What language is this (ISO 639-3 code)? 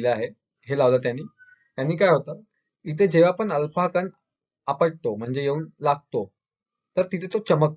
mar